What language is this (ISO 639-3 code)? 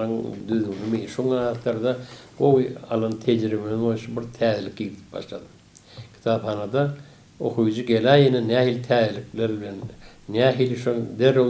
tuk